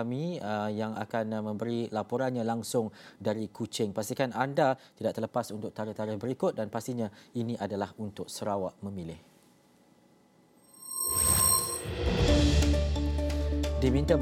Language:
Malay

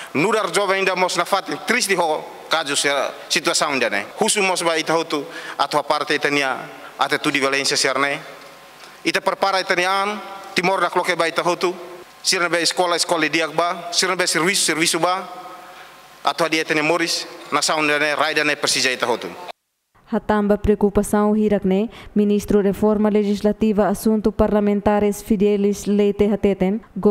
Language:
Tetum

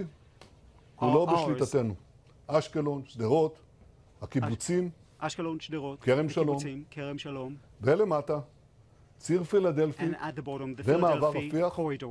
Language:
Hebrew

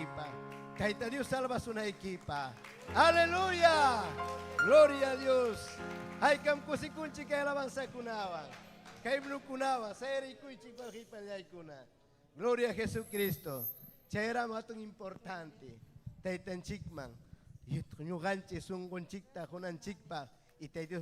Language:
Ayacucho Quechua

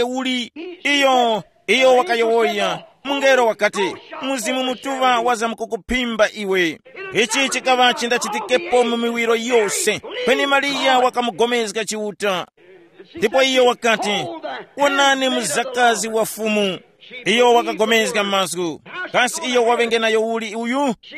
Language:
Tumbuka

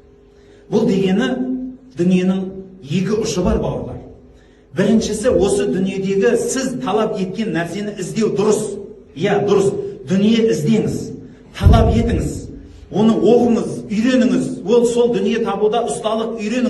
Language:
Kazakh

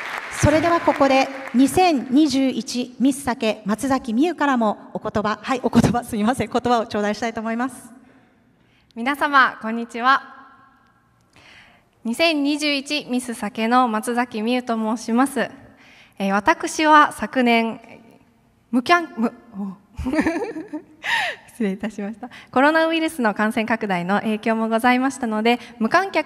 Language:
Japanese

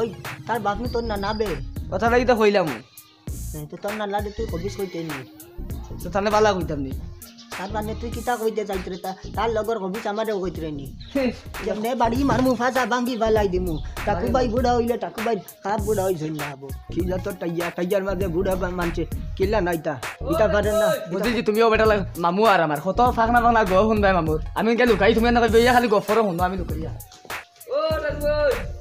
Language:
Sylheti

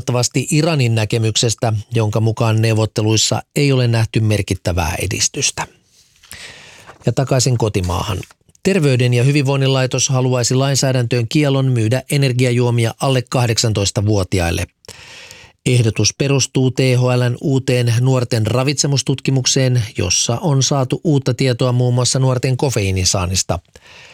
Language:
Finnish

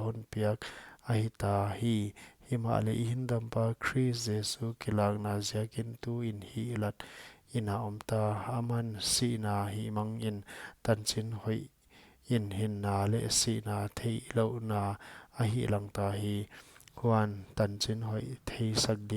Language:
Paite Chin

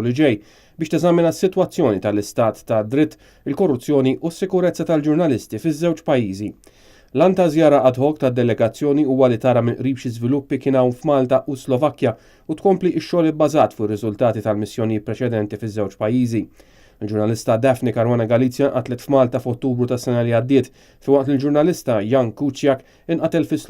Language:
Maltese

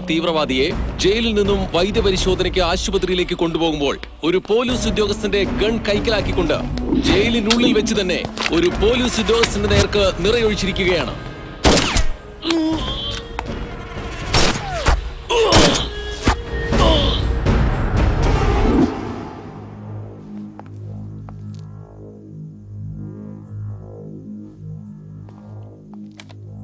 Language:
Malayalam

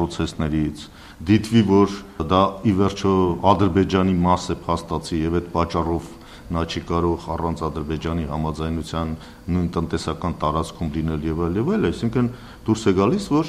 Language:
Armenian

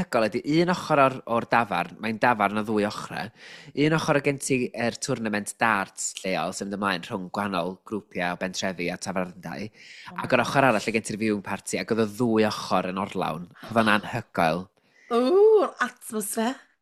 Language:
Welsh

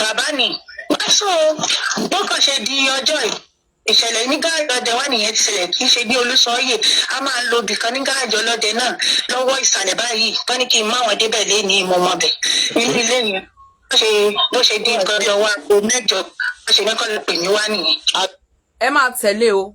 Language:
Yoruba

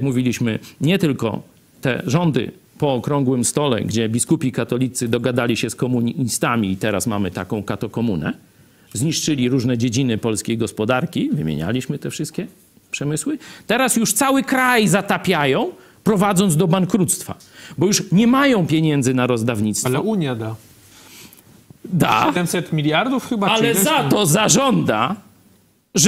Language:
Polish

